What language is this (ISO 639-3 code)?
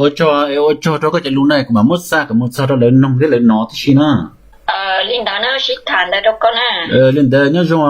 hmn